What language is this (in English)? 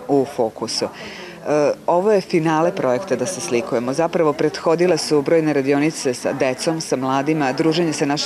Serbian